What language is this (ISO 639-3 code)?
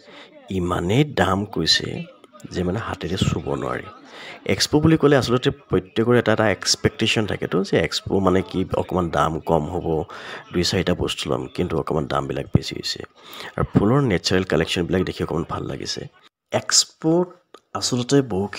asm